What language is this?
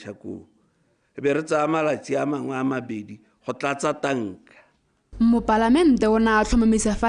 Tswana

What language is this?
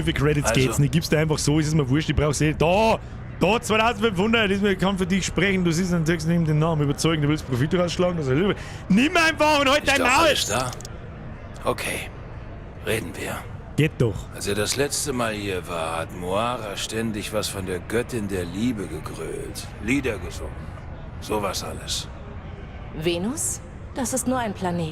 Bavarian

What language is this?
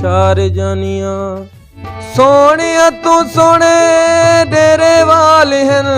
Saraiki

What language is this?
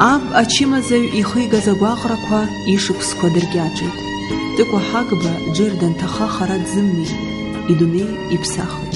Abkhazian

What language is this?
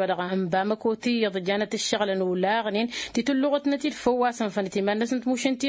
Tamasheq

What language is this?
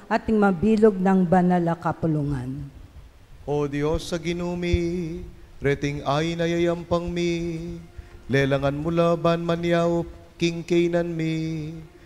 Pampanga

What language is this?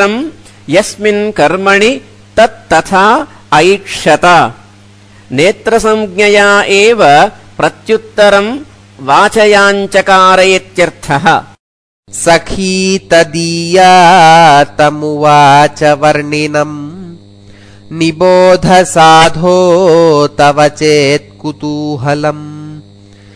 Sanskrit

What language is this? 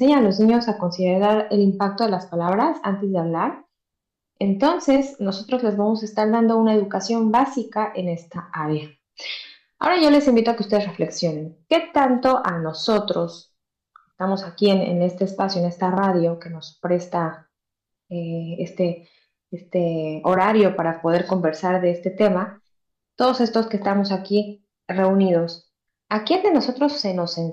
Spanish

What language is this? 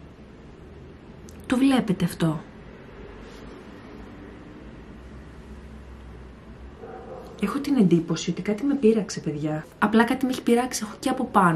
Greek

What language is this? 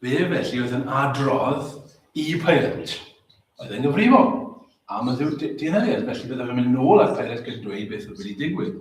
Welsh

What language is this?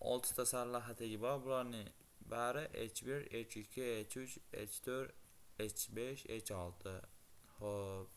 Uzbek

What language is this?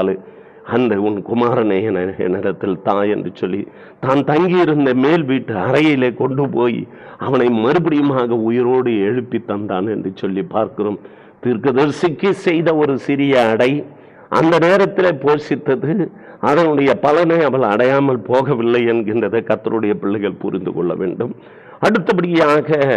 Tamil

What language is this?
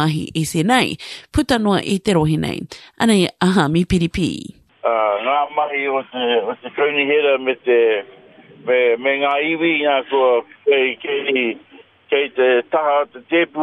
Māori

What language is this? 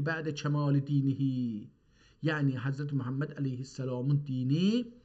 South Azerbaijani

